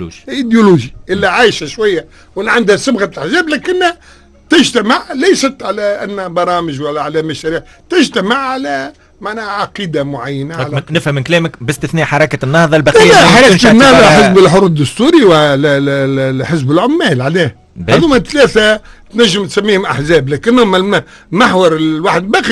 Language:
Tunisian Arabic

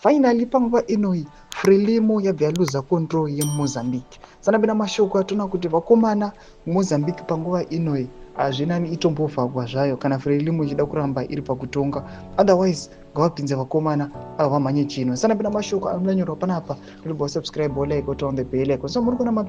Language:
Shona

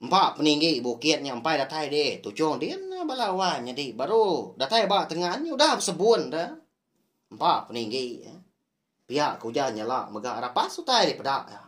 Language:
Iban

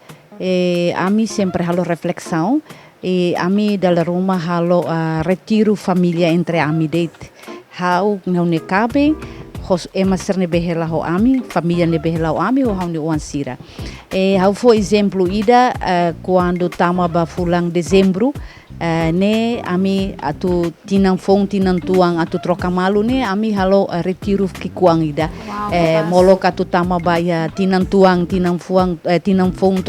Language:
Tetum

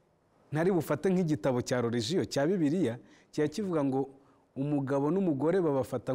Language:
Kinyarwanda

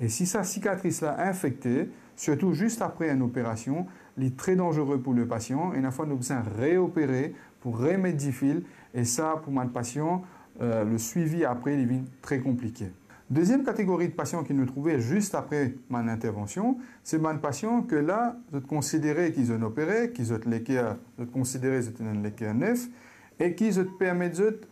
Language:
Morisyen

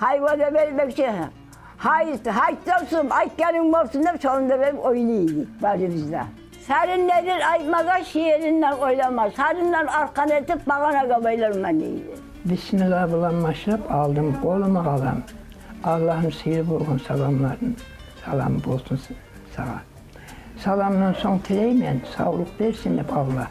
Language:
Kumyk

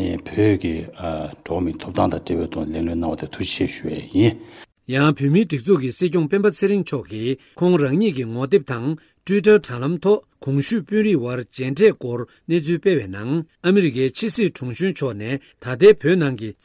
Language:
Tibetan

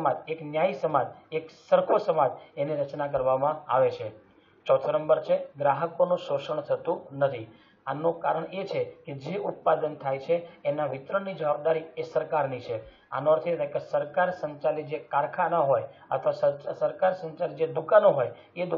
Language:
Gujarati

